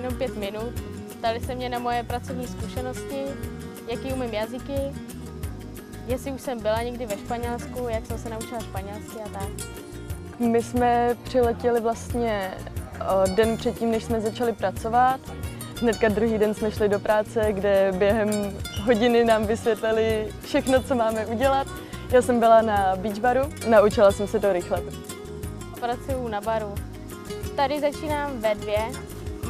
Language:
Czech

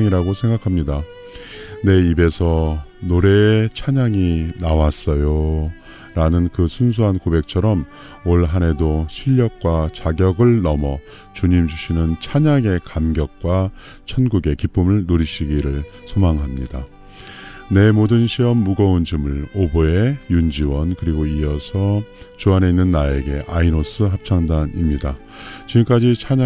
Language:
Korean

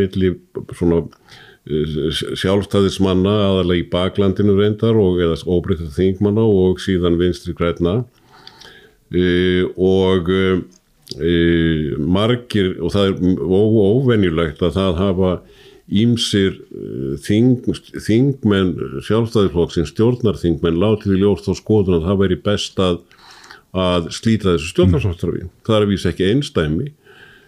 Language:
Icelandic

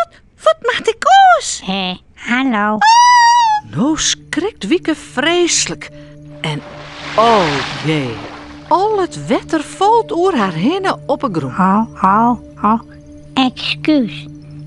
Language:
Western Frisian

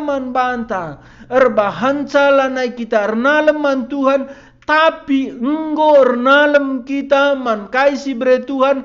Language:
Batak Karo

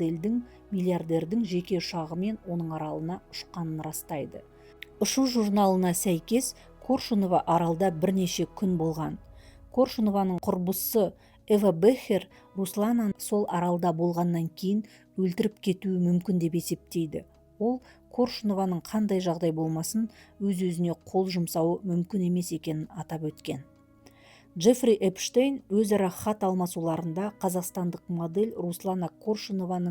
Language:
Kazakh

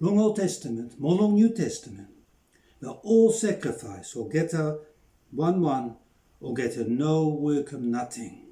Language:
Bislama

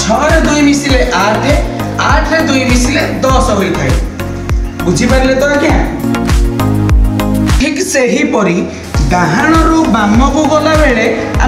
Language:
Odia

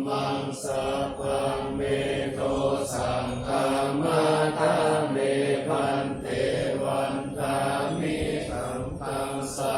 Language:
Pali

